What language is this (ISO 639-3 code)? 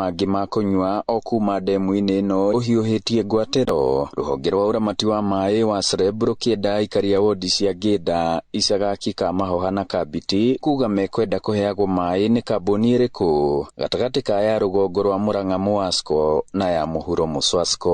kik